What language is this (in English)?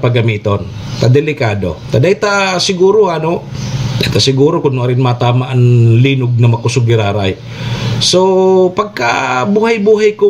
Bikol